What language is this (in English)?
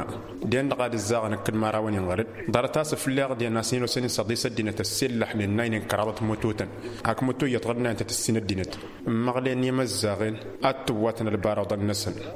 Tamasheq